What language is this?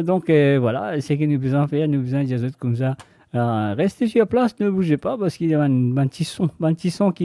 Morisyen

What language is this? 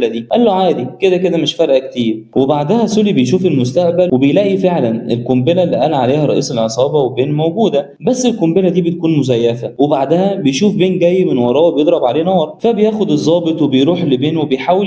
Egyptian Arabic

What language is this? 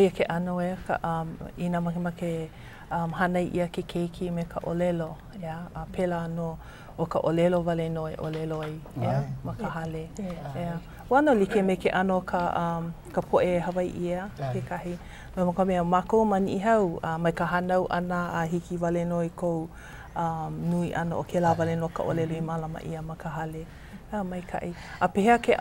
Hawaiian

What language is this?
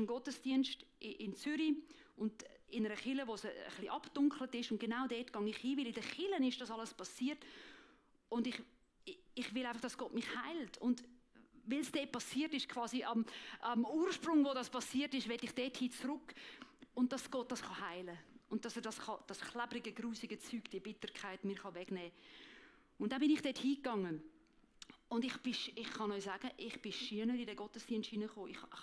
Swiss German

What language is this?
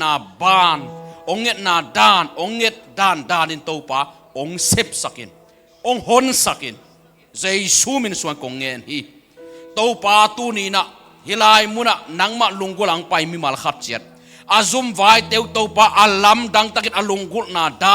Tedim Chin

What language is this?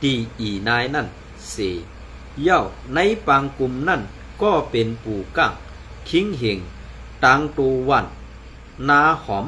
Shan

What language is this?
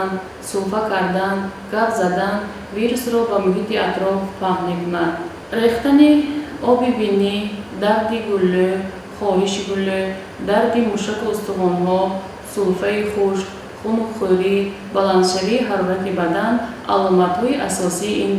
Tajik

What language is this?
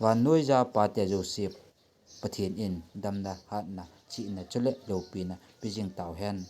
Thado Chin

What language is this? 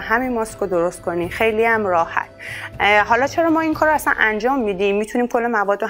Persian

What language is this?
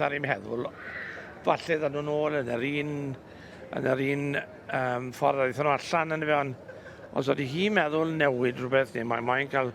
Welsh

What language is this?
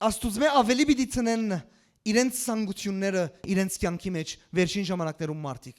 Western Armenian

